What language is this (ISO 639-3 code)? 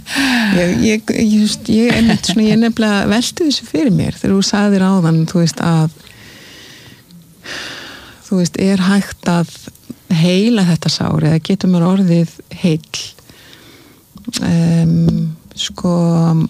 isl